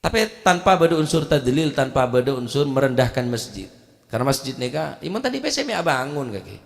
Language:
Madurese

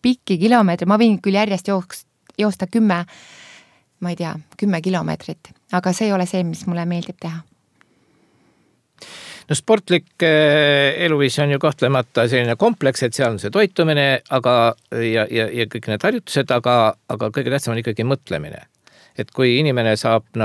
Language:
Estonian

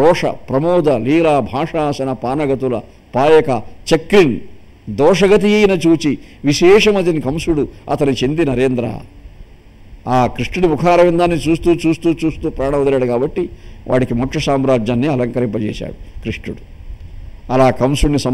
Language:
Telugu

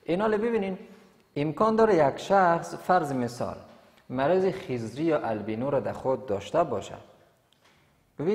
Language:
Persian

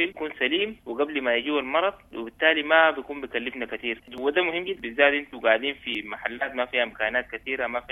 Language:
Sudanese Arabic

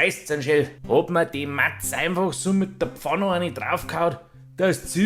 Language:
Bavarian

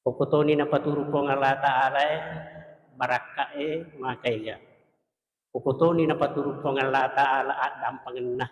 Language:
Buginese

